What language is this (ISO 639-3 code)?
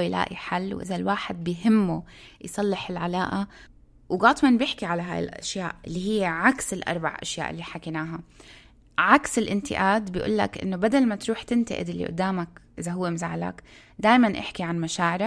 apc